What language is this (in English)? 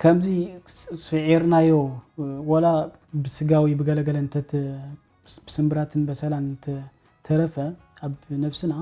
Tigrinya